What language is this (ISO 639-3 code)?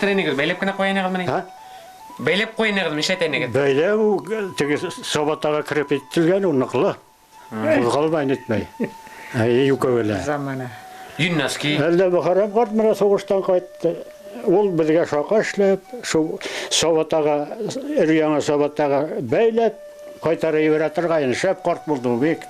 bak